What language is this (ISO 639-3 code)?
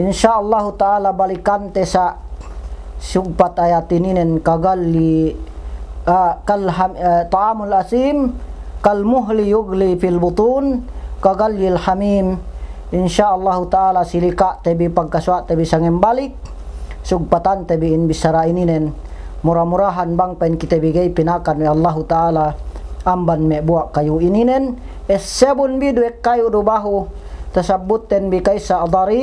yka